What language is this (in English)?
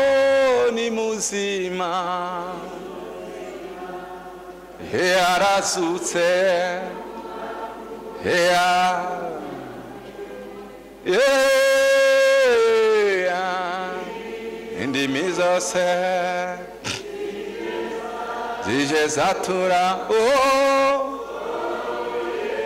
Kinyarwanda